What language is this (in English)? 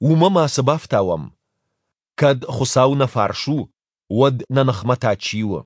Ossetic